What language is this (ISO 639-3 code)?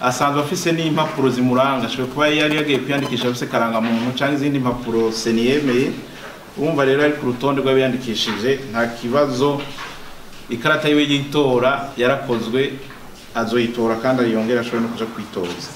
run